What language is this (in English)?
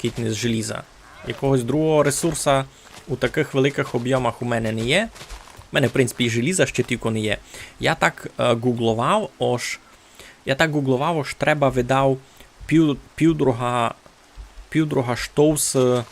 Rusyn